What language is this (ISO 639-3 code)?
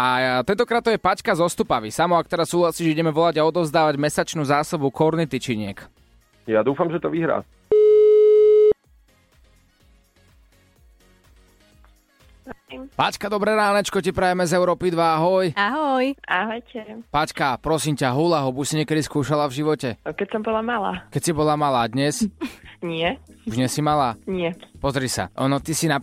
slk